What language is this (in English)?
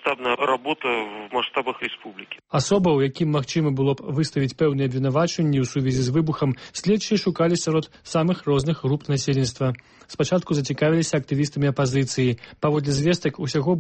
Belarusian